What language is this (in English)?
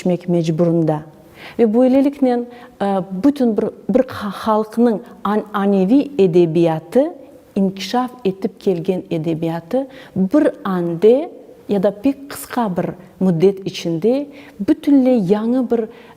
Crimean Tatar